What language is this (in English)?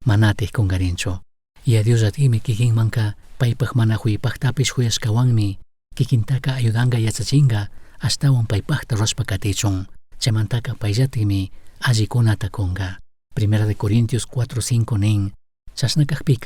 Chimborazo Highland Quichua